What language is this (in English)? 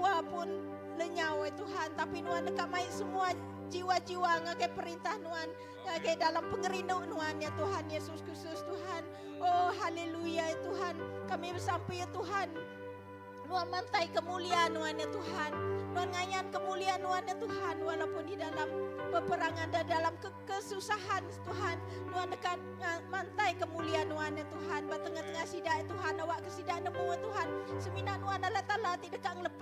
Iban